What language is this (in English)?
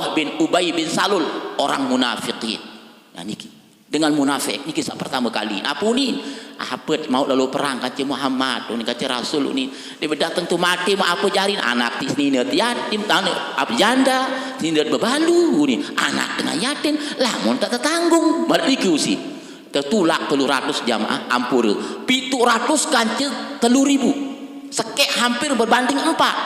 Sasak